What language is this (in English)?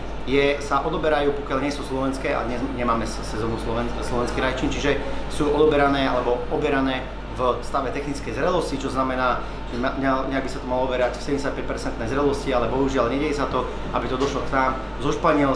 Slovak